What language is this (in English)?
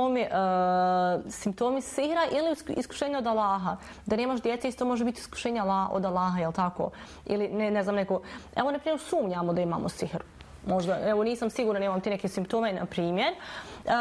Bosnian